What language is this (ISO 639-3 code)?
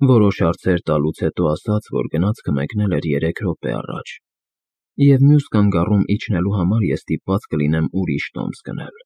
hye